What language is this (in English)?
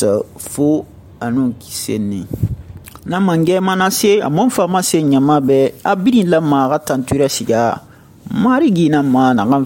Susu